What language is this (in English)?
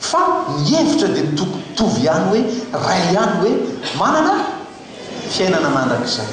Malagasy